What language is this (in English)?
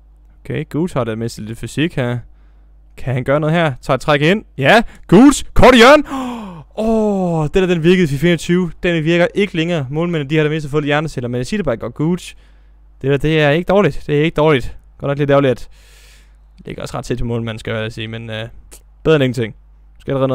Danish